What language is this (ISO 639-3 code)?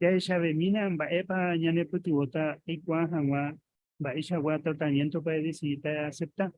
grn